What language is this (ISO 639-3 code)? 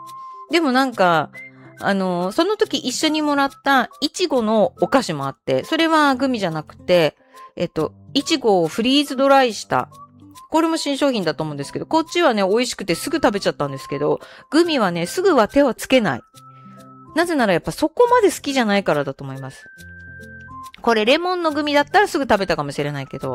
jpn